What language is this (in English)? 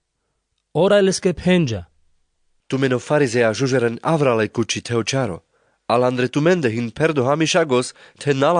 Carpathian Romani